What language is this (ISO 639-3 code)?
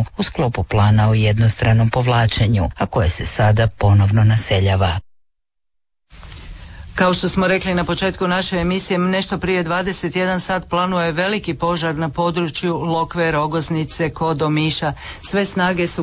hrv